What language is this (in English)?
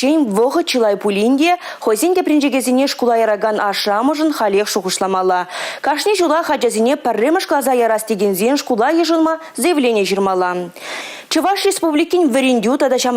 Chuvash